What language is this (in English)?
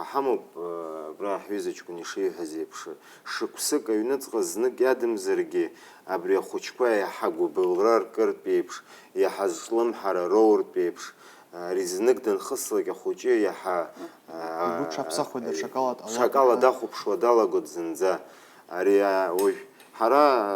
Abkhazian